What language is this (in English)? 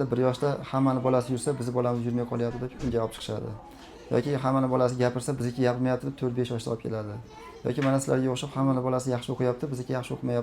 Uzbek